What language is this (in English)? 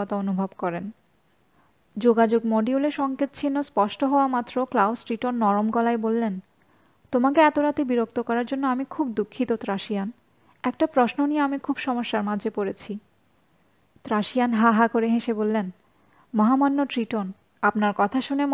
Bangla